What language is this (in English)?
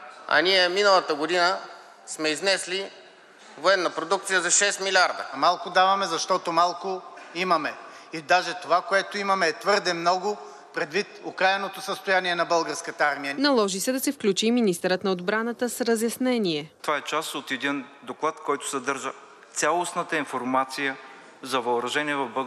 Bulgarian